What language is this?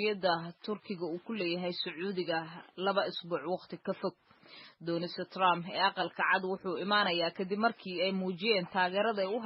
Somali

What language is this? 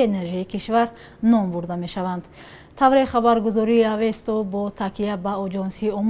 Tajik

